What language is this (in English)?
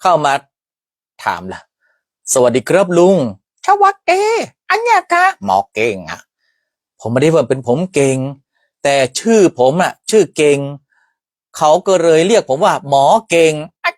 Northern Thai